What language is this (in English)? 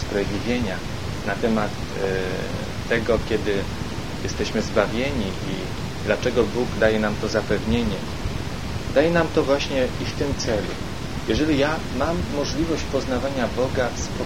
Polish